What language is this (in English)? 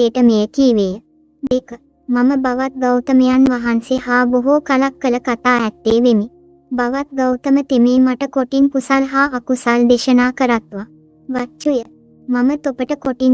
Sinhala